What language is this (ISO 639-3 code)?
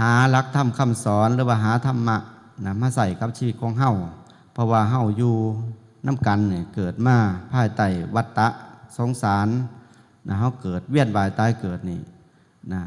tts